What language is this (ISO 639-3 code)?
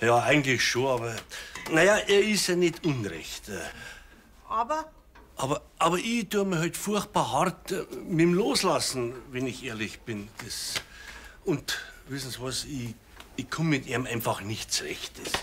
bar